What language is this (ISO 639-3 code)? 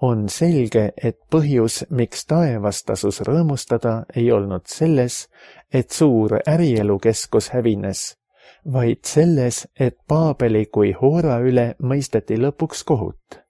est